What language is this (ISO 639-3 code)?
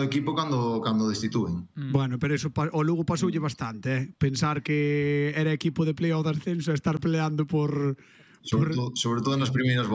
glg